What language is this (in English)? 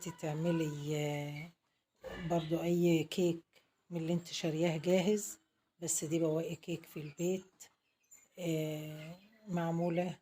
Egyptian Arabic